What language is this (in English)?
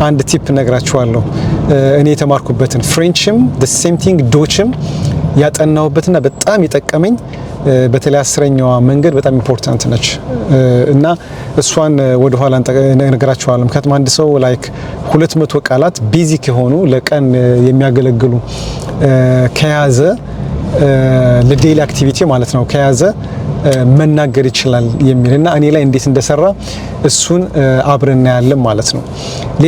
Amharic